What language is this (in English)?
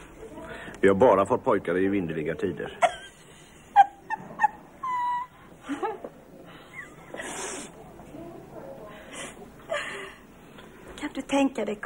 Swedish